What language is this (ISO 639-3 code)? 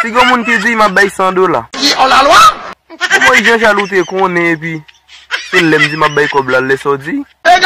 hat